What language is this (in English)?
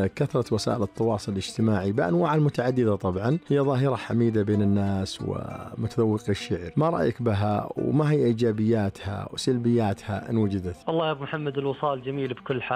Najdi Arabic